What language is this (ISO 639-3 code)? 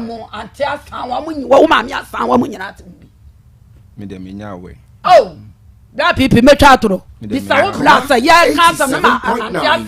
aka